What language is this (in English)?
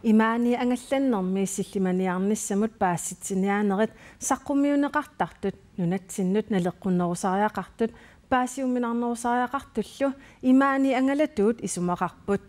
Kalaallisut